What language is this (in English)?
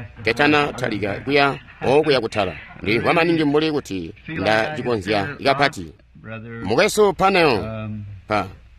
Tonga (Zambia)